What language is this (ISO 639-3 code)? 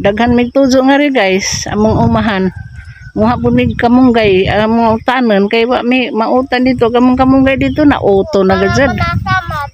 ceb